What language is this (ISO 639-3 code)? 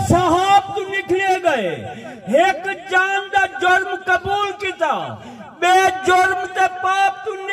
skr